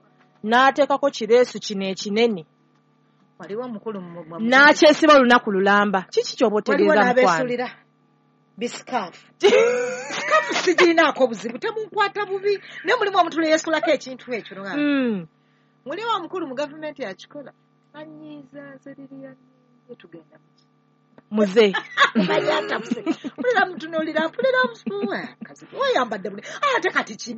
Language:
Ganda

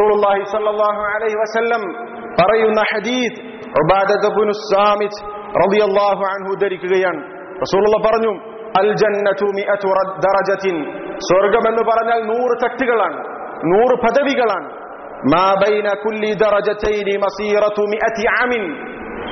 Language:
Malayalam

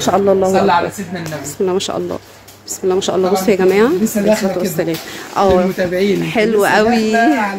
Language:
Egyptian Arabic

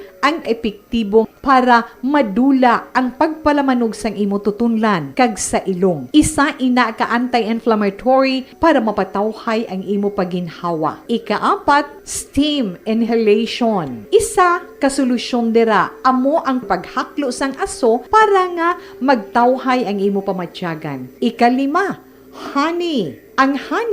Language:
Hiligaynon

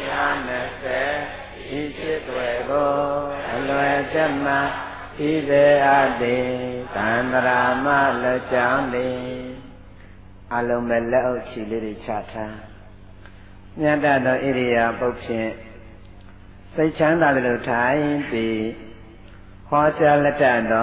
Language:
Burmese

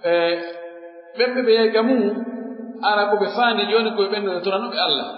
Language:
Pular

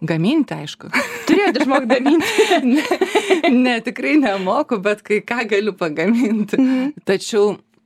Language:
Lithuanian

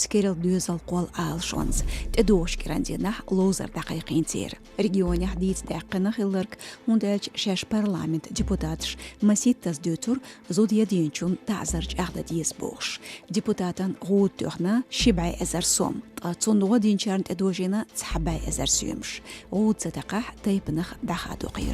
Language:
Chechen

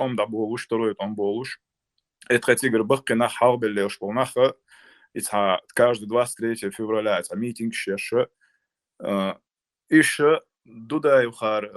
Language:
Chechen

